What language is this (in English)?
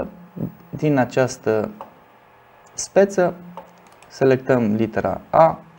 Romanian